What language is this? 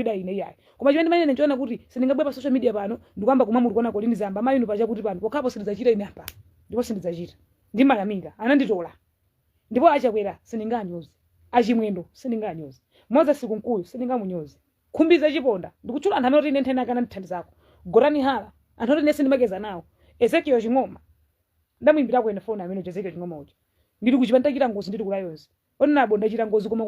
Nyanja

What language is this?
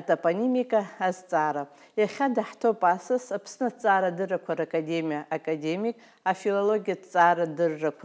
Abkhazian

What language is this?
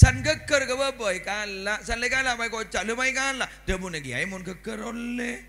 Madurese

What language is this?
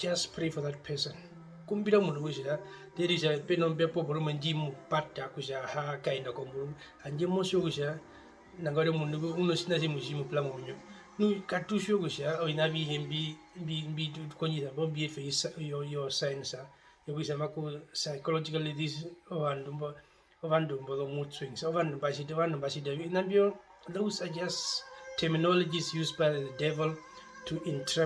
Herero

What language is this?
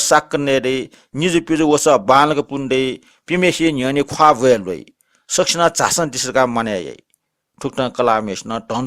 Newari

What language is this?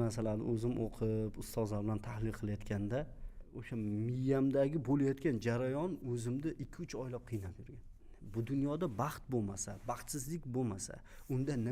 Uzbek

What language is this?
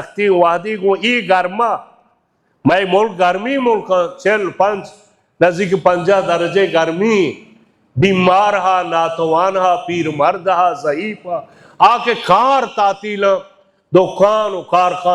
Baluchi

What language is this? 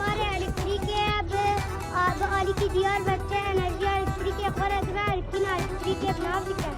Kurdish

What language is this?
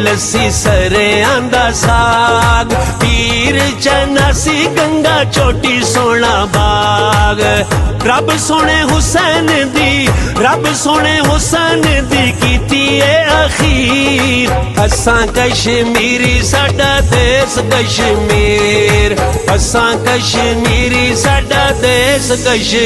Pahari-Potwari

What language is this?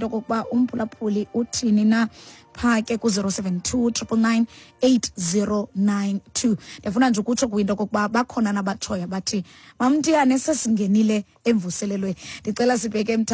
Xhosa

